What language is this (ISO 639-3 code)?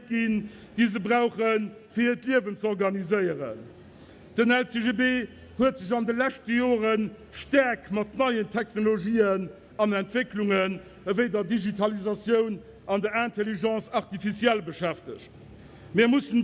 ltz